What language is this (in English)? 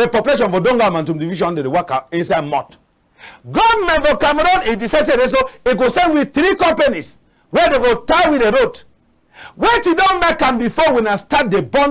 Cameroon Pidgin